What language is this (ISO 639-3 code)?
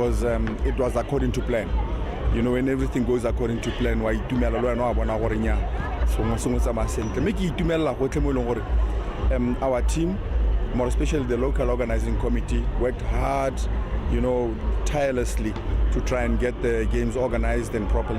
tsn